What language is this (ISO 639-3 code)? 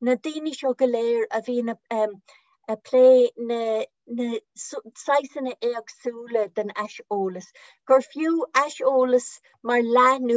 gle